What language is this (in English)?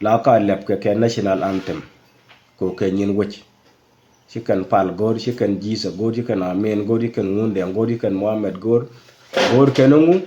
Nuer